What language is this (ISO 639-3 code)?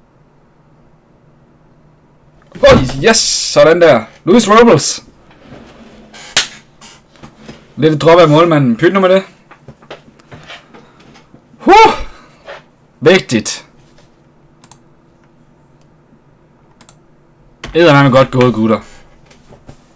dan